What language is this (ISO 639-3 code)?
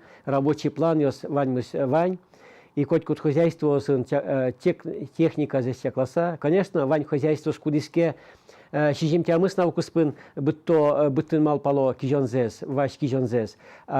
udm